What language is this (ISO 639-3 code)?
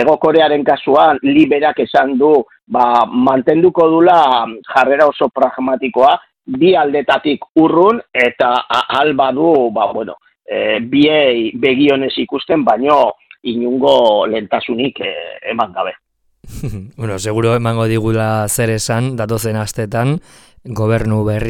eus